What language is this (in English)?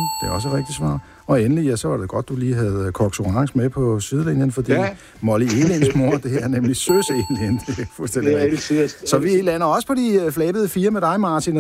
Danish